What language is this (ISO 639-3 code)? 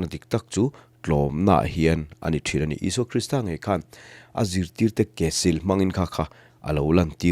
lus